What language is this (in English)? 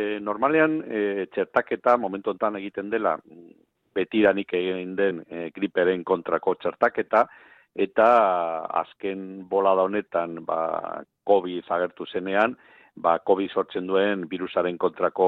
Basque